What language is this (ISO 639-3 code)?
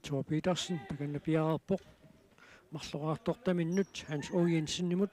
kal